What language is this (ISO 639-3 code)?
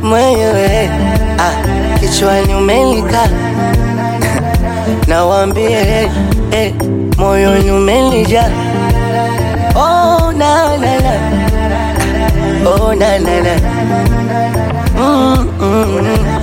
swa